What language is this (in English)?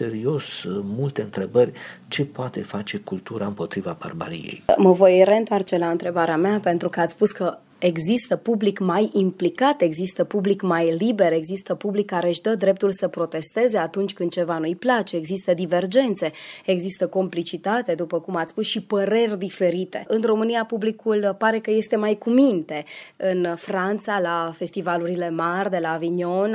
Romanian